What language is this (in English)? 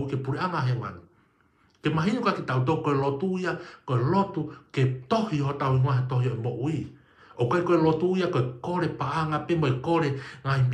Tongan